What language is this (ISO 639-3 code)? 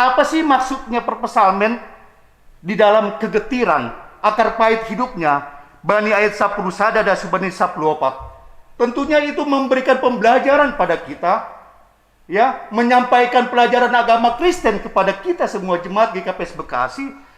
bts